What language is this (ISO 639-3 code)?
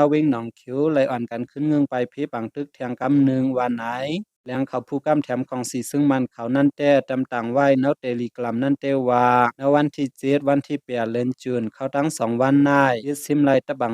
shn